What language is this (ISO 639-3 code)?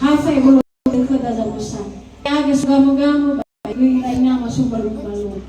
nia